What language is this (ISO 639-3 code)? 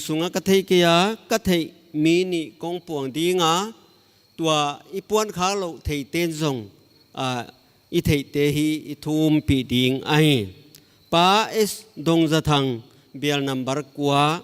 pck